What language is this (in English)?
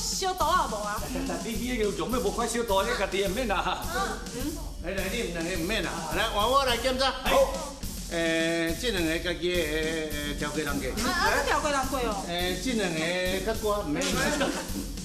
Min Nan Chinese